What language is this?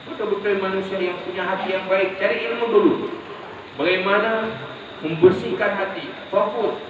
Achinese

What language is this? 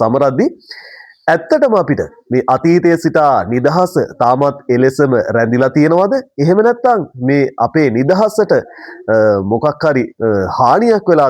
Sinhala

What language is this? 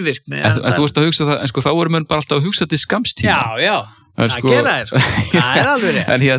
Icelandic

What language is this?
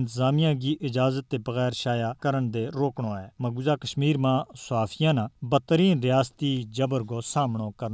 Gujari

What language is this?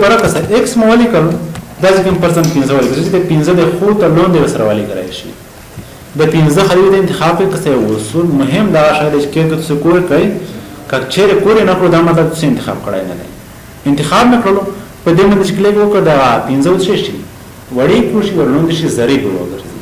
Pashto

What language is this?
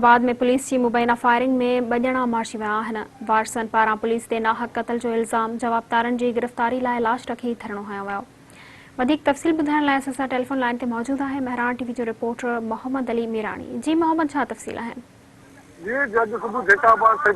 Sindhi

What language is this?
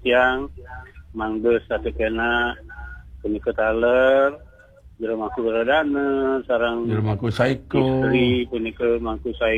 Balinese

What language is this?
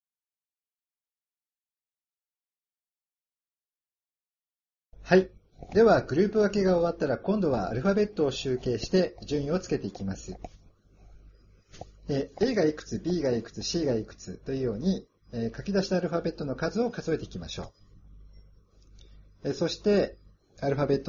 Japanese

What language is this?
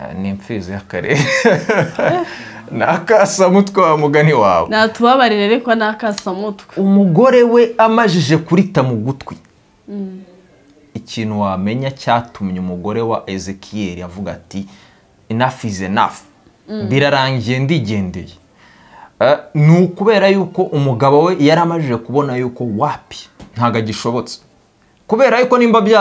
Kinyarwanda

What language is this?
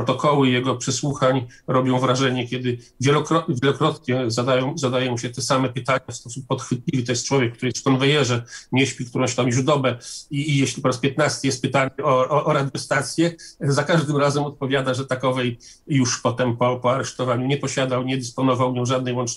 Polish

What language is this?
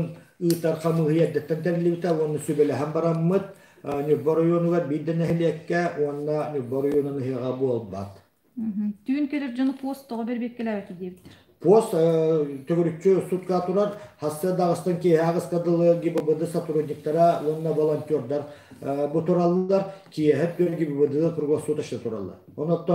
Yakut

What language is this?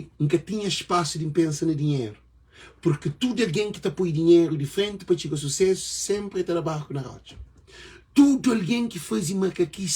Kabuverdianu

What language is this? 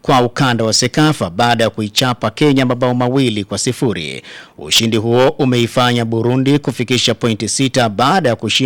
Swahili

